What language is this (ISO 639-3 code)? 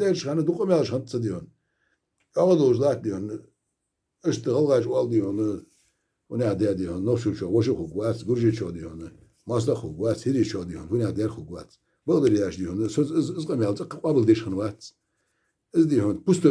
inh